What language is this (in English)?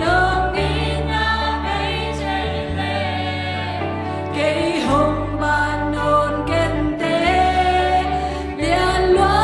Tedim Chin